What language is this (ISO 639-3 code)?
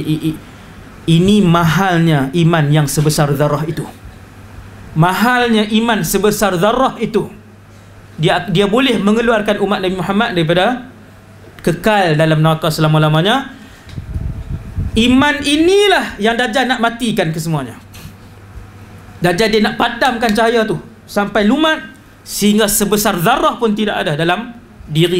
msa